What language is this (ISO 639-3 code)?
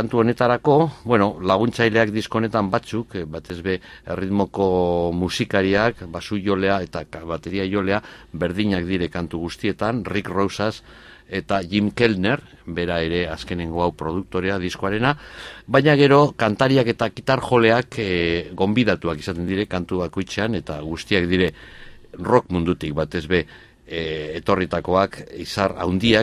eus